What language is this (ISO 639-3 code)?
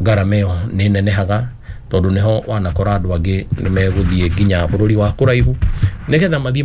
kik